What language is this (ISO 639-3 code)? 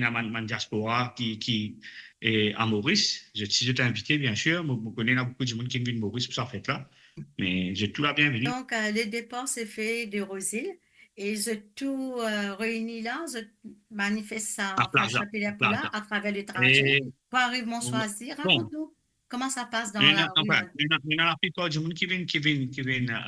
mfe